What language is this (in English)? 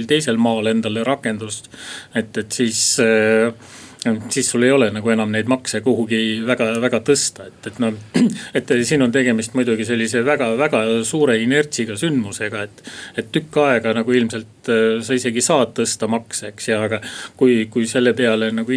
Estonian